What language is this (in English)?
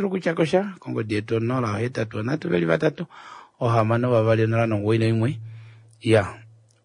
Kuanyama